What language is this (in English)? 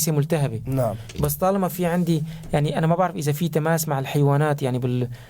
North Levantine Arabic